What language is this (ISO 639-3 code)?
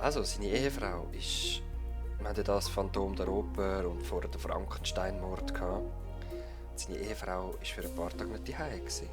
gsw